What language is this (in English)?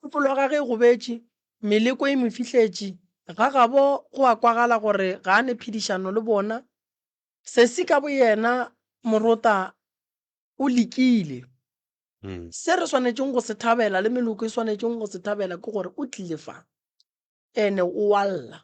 Northern Sotho